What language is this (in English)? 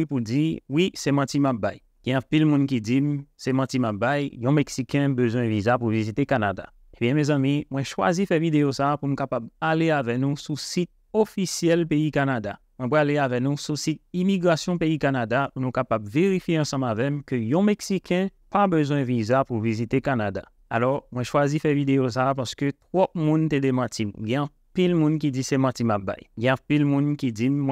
Haitian Creole